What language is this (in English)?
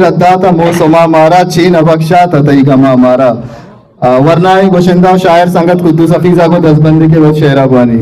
Eastern Balochi